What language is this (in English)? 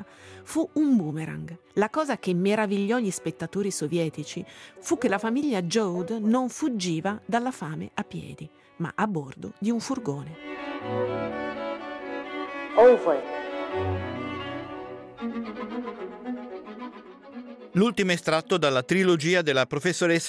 Italian